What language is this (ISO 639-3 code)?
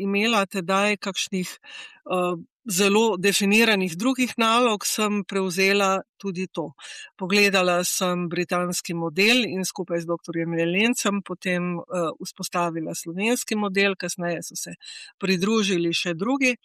slv